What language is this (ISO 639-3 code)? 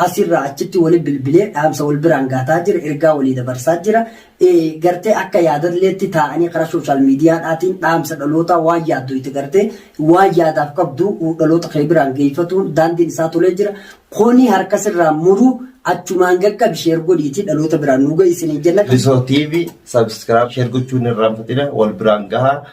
orm